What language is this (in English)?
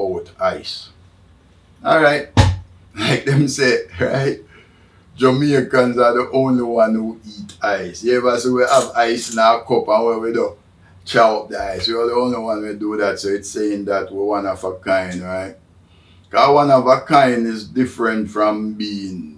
Jamaican Creole English